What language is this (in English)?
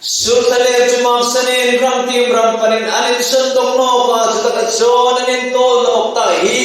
Hmar